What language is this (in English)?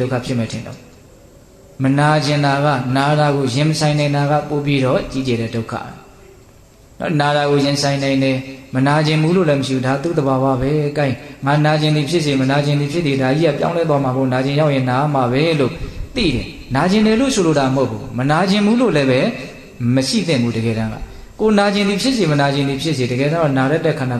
Burmese